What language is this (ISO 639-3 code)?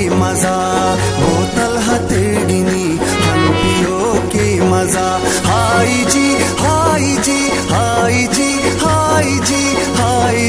bho